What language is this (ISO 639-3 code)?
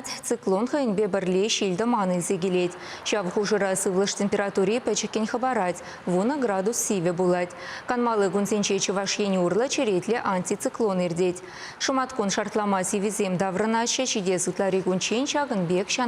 chv